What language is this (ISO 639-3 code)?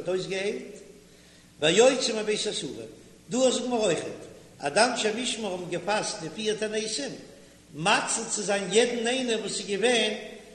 yid